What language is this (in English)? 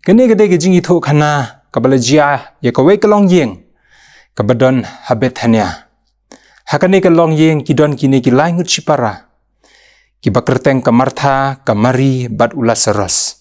Khasi